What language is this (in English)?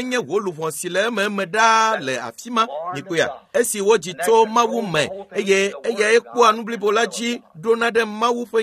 Ewe